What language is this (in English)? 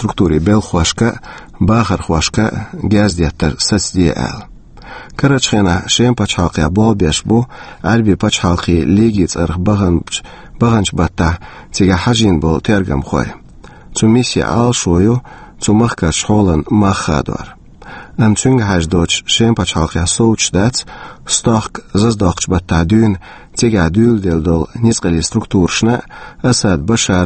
Chechen